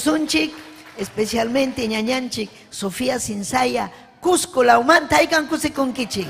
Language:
Ayacucho Quechua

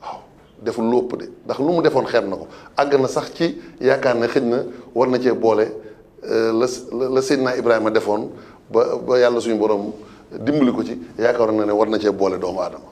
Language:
Wolof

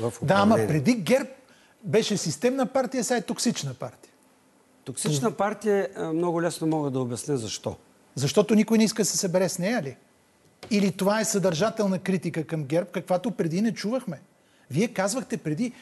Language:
Bulgarian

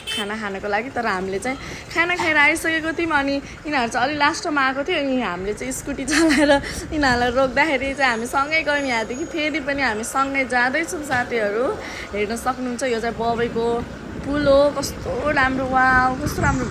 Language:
Nepali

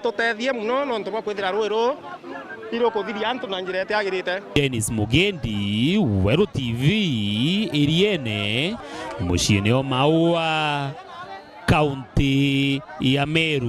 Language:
Meru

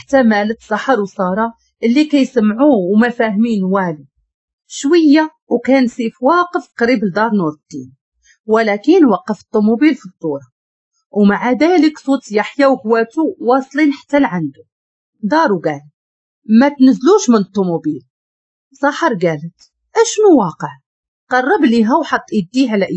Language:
Moroccan Arabic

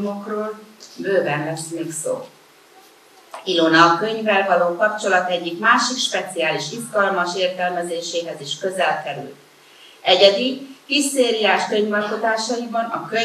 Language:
Hungarian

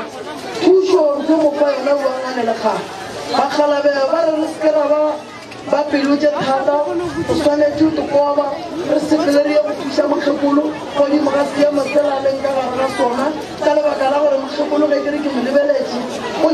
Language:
Northern Sotho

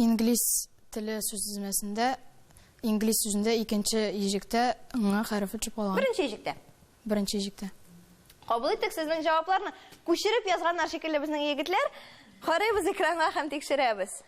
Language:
Tatar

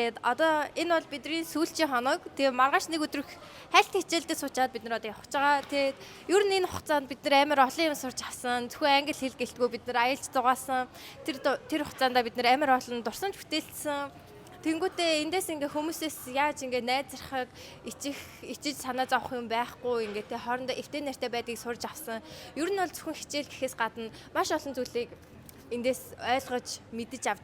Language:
Mongolian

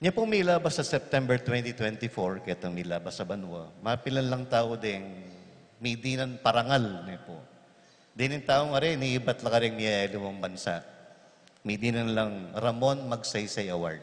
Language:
Pampanga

